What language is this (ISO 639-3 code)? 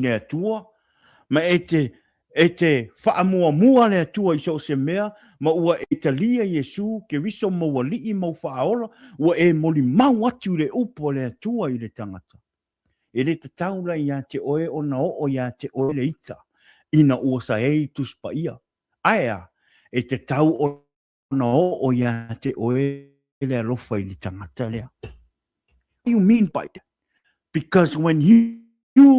smo